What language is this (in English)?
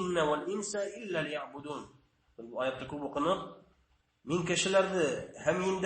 Bashkir